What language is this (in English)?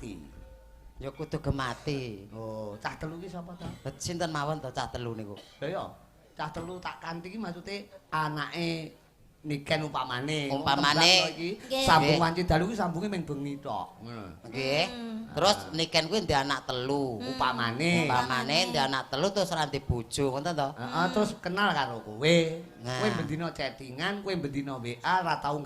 Javanese